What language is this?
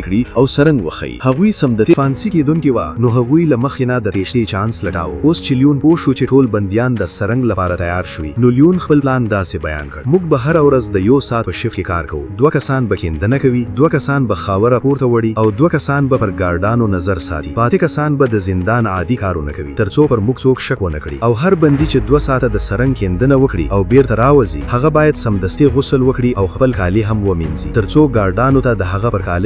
Pashto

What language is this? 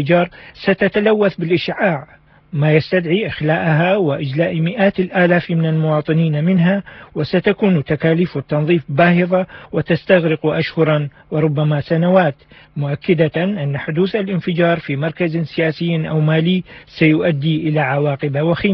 Arabic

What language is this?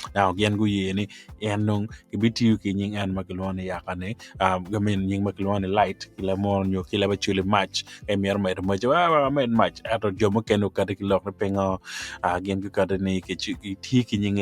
Acoli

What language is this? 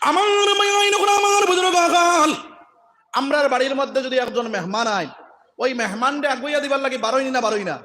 Sylheti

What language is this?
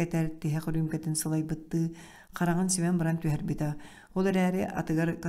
Yakut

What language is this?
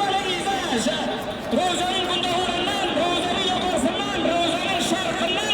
Turkmen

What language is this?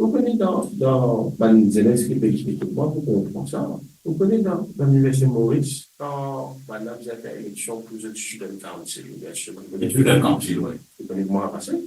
Morisyen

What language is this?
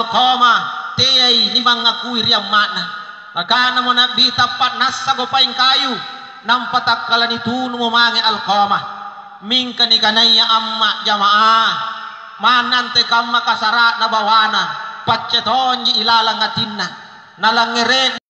Makasar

